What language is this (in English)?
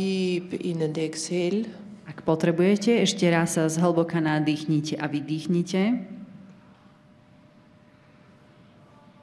Slovak